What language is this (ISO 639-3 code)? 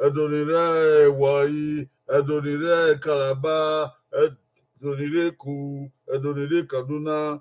bin